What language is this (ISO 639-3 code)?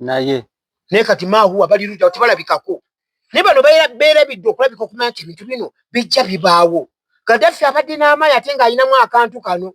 lug